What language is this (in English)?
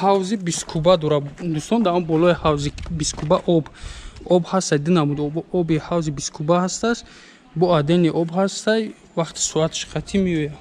Tajik